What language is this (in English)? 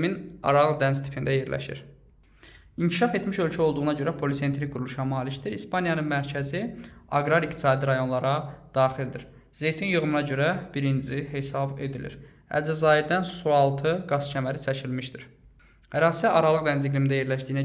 Azerbaijani